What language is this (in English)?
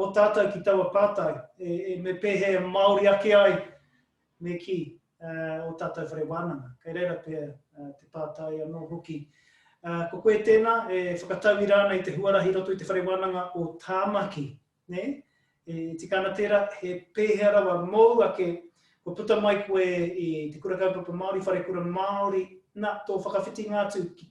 Māori